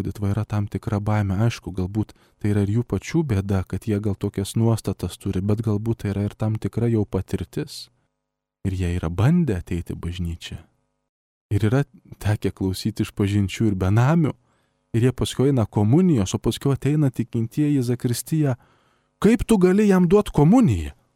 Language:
Lithuanian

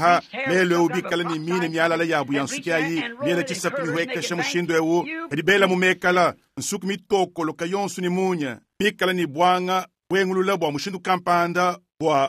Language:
Luba-Lulua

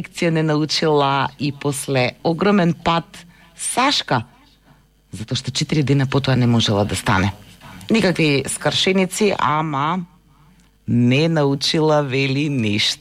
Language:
Macedonian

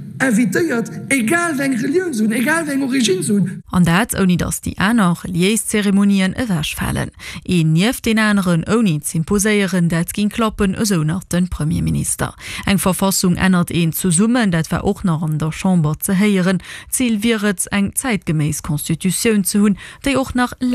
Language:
Luxembourgish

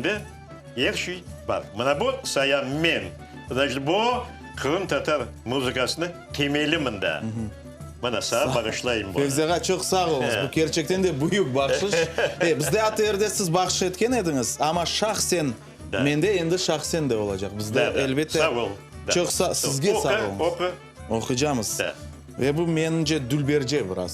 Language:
Crimean Tatar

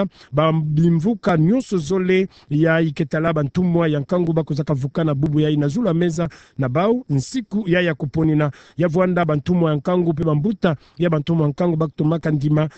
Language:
Kituba (Democratic Republic of Congo)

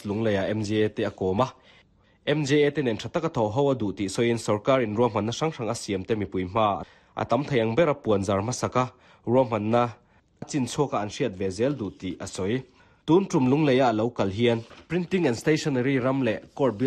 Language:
Mizo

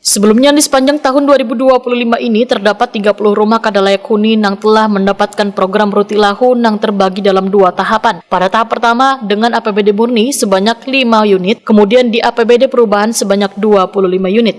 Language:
Banjar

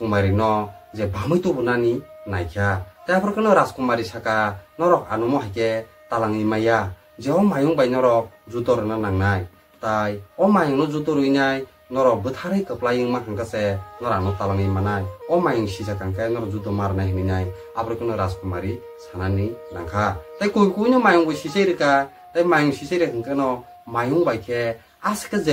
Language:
Kok Borok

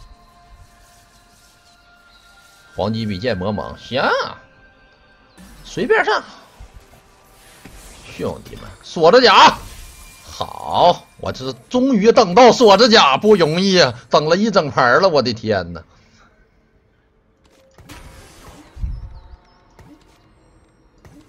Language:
Chinese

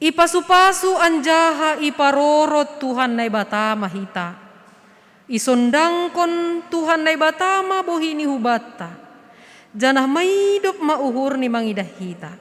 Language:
Batak Simalungun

